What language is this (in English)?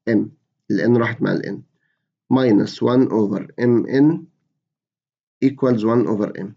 Egyptian Arabic